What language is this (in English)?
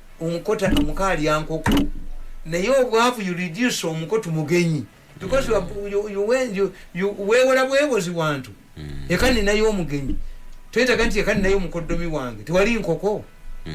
Ganda